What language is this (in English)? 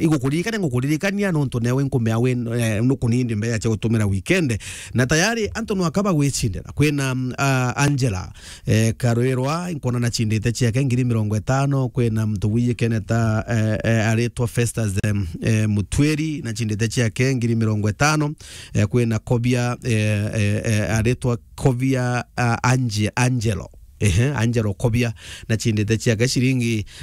Meru